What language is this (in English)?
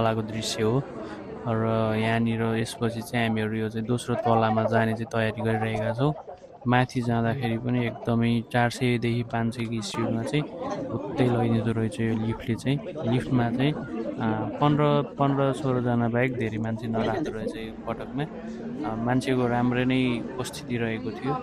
Nepali